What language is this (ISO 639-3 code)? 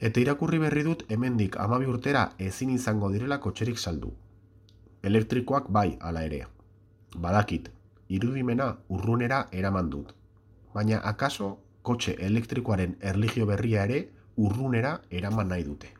eus